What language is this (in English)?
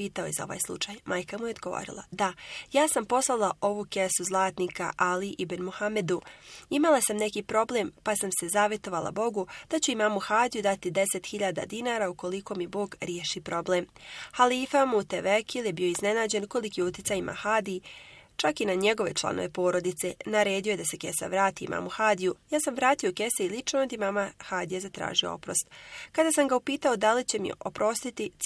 Bosnian